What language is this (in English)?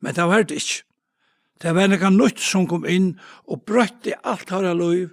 Faroese